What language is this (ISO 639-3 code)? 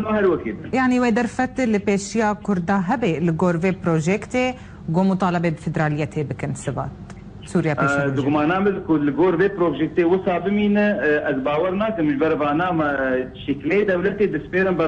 kur